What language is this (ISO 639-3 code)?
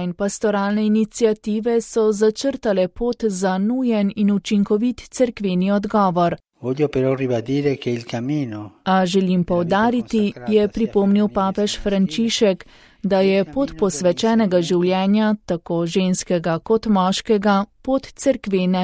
slv